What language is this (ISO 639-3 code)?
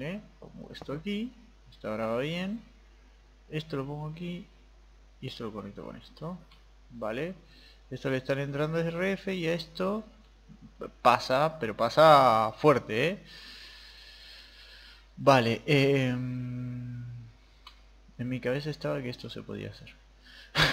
spa